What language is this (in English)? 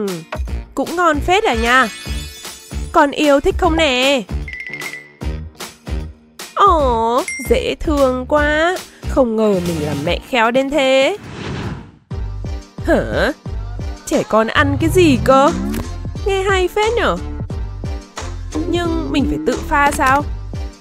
Vietnamese